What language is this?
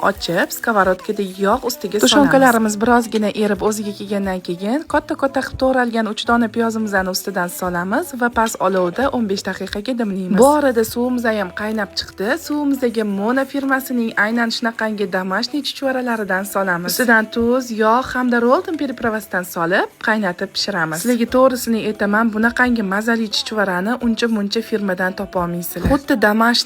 Uzbek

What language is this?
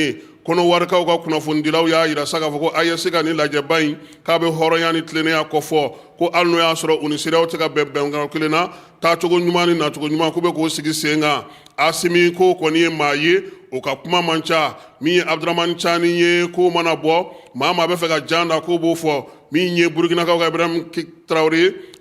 Bambara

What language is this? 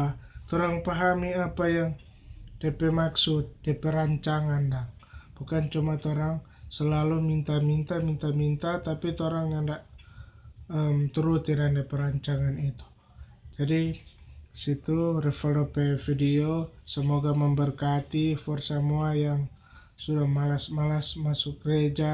Manado Malay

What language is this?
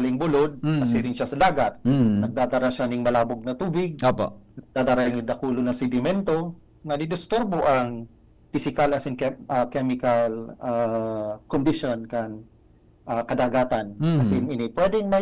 Bikol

